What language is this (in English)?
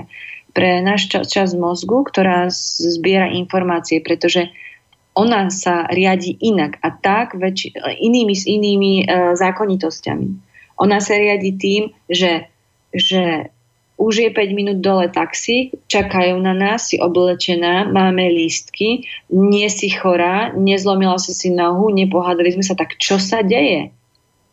Slovak